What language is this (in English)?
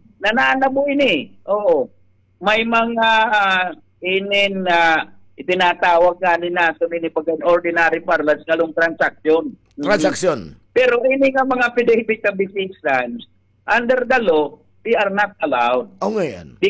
Waray